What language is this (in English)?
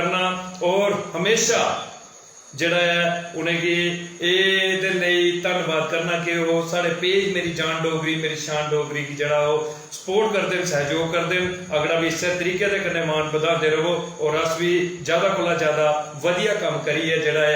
Dogri